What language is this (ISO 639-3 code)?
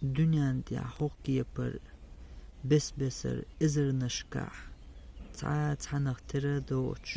che